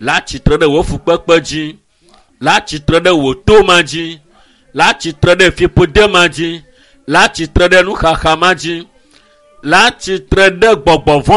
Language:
Ewe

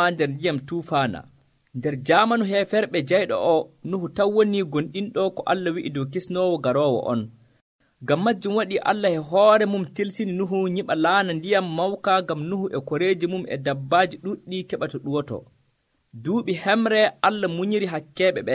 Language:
Nigerian Fulfulde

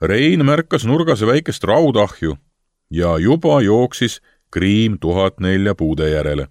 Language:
Estonian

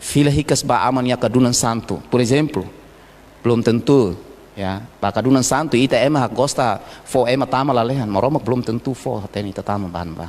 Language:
Tetum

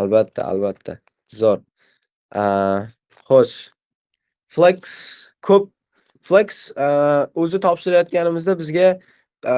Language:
Uzbek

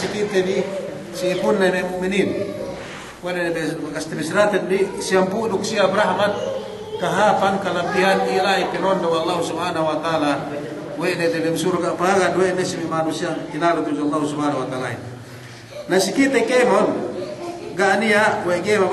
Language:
Yakan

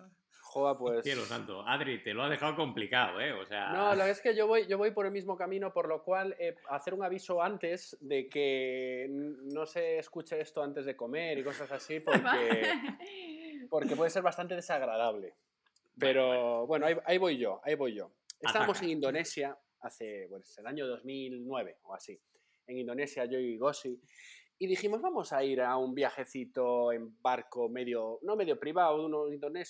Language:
Spanish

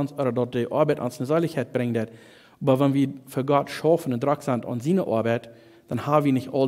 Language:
Plautdietsch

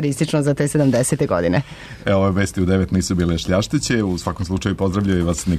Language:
Serbian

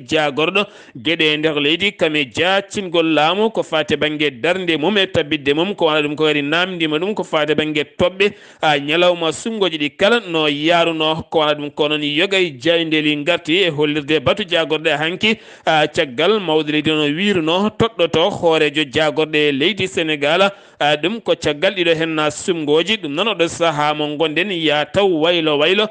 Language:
Fula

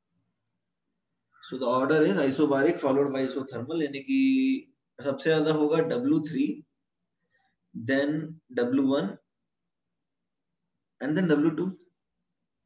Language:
Hindi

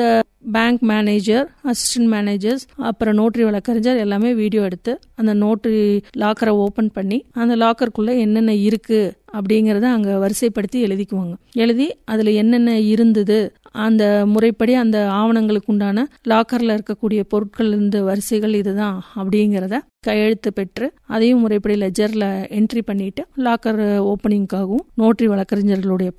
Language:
Tamil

